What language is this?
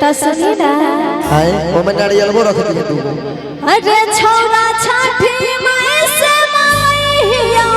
Maithili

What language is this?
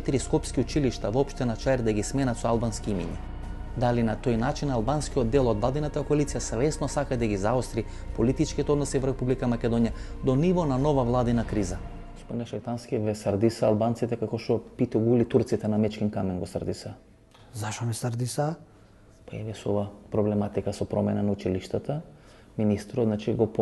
Macedonian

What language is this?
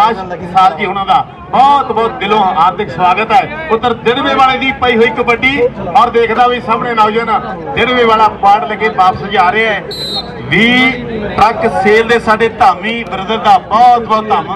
Punjabi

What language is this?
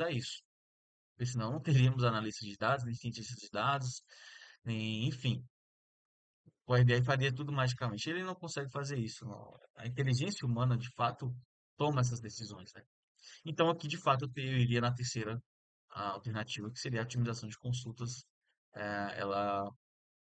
Portuguese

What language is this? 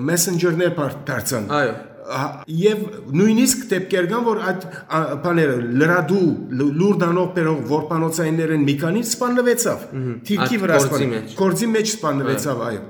Western Armenian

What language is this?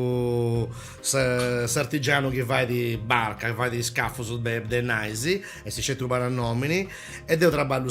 Sardinian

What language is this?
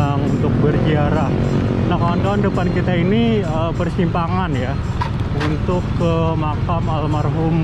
Banjar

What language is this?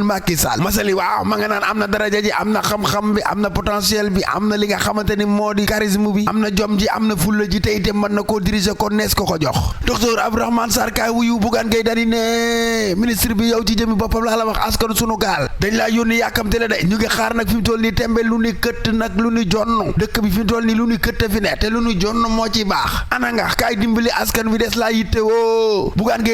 Wolof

